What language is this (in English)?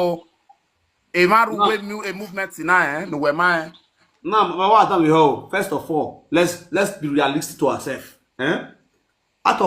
Nigerian Pidgin